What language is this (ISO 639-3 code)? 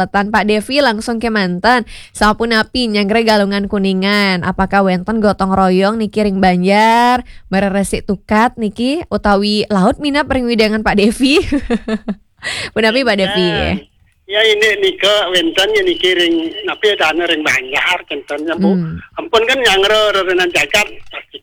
ban